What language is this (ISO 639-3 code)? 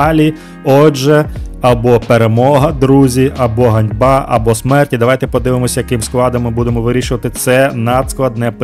ukr